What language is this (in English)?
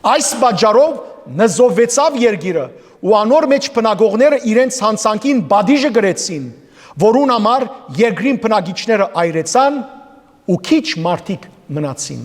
Western Armenian